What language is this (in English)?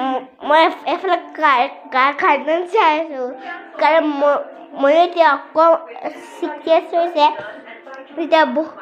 Assamese